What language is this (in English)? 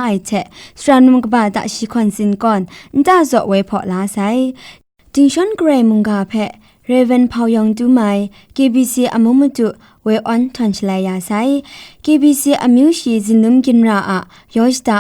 Kachin